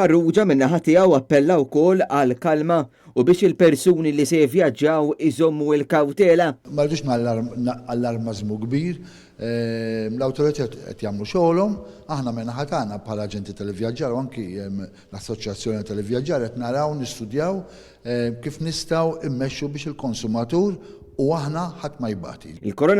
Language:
Maltese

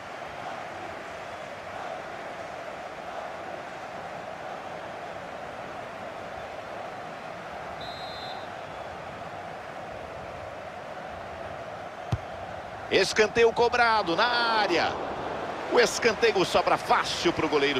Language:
Portuguese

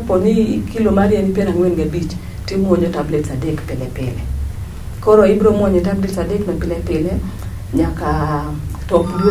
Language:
Luo (Kenya and Tanzania)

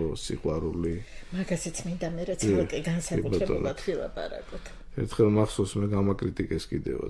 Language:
Georgian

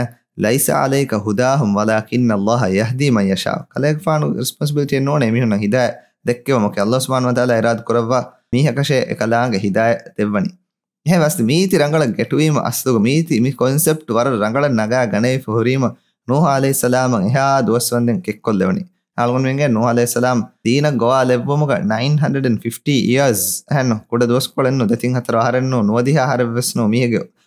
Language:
Divehi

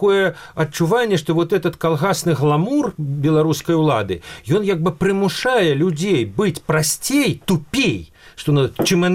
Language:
Belarusian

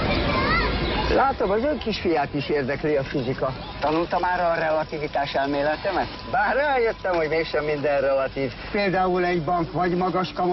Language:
Hungarian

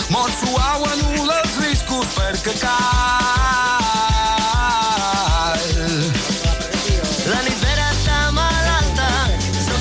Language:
Catalan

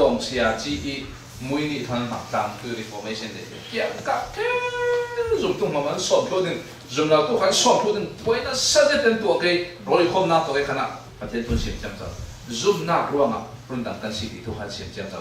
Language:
Falam Chin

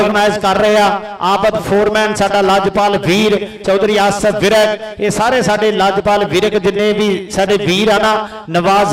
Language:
Punjabi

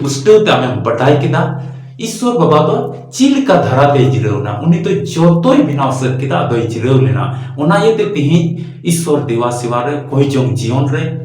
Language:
Santali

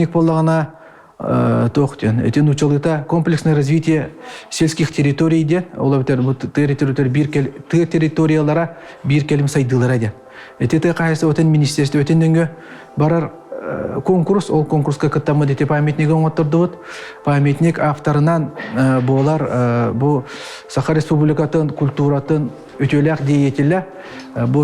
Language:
Yakut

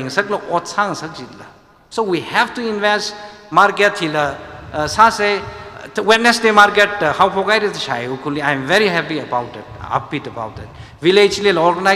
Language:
Tangkhul Naga (India)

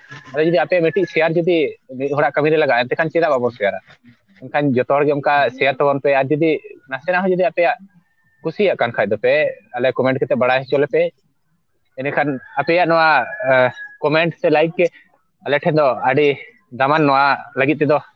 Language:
Santali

